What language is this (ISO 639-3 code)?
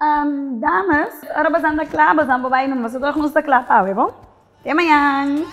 pap